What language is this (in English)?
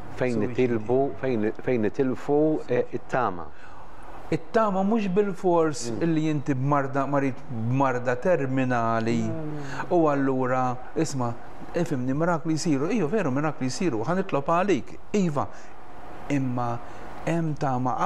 Maltese